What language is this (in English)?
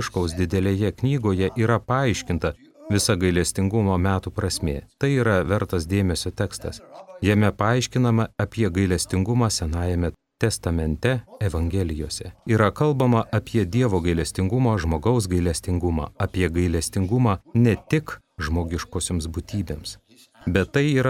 Lithuanian